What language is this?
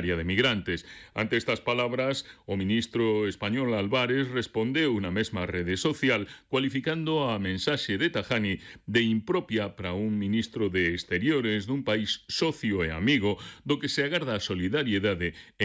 Galician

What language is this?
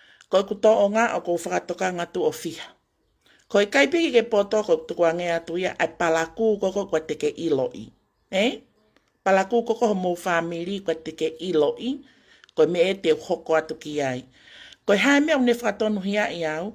Tongan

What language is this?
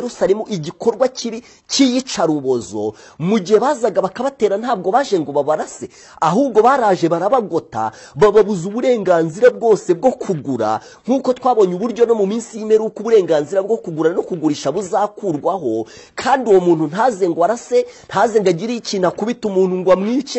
Kinyarwanda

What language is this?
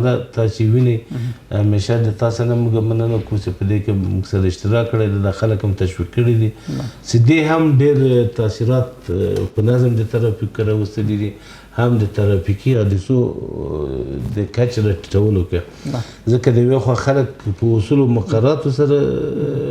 Pashto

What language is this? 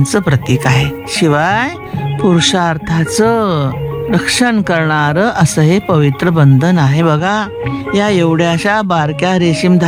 Marathi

